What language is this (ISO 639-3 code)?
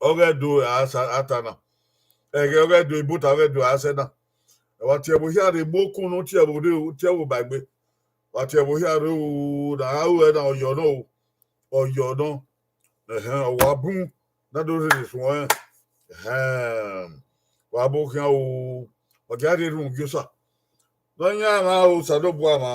bin